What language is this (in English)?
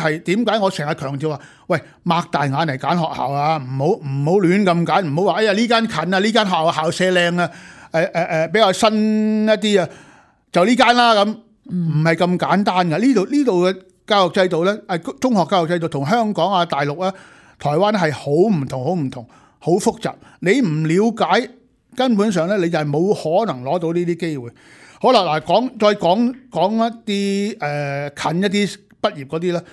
Cantonese